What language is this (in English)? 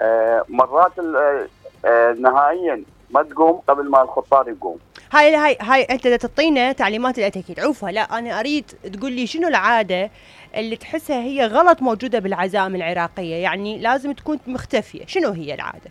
Mesopotamian Arabic